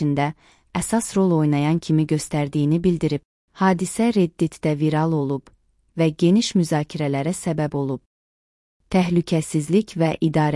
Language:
Azerbaijani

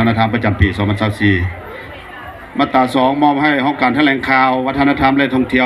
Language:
Lao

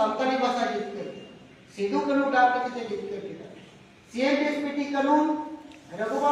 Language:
Santali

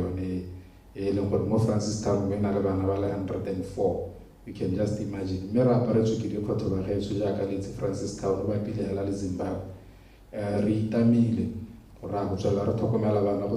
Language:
Tswana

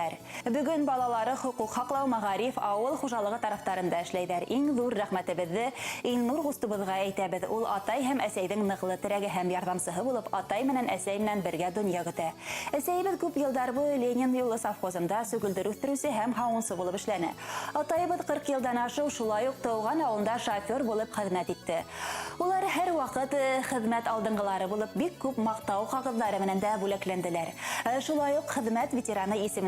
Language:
Bashkir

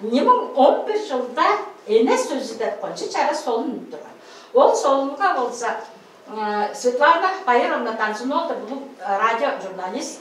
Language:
Tuvinian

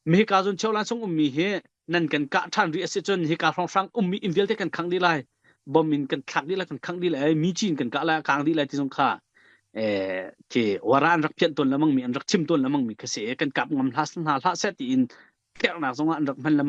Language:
Hakha Chin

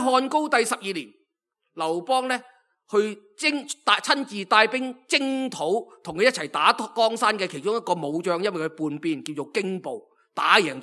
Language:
Cantonese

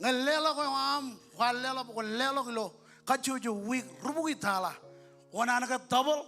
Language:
Marshallese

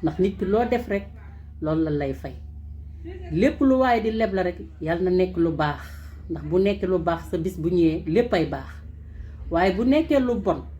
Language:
Wolof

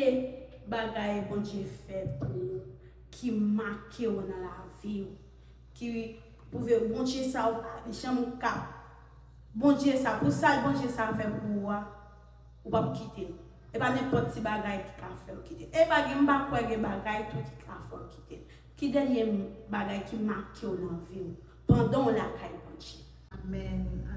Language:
Haitian Creole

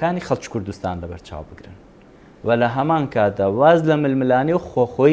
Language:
Central Kurdish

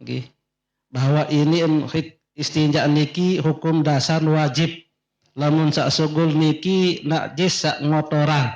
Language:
Sasak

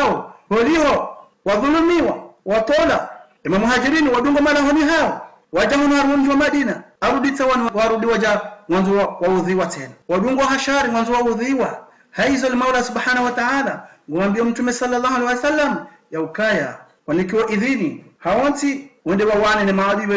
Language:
Ngazidja Comorian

